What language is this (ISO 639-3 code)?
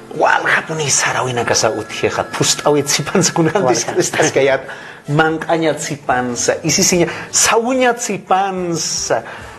aym